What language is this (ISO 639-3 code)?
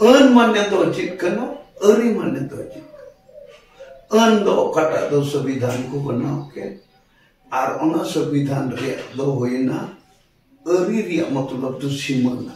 sat